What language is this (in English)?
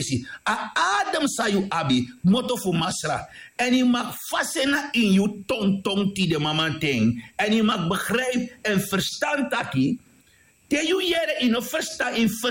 Sranan Tongo